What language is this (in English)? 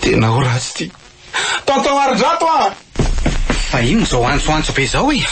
Malagasy